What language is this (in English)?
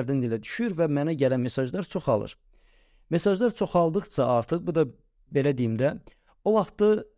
Azerbaijani